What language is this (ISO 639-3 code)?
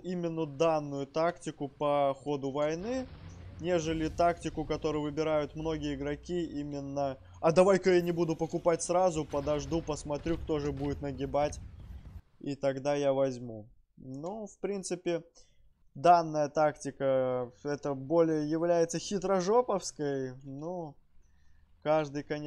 rus